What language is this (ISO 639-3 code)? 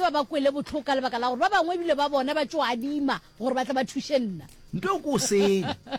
nso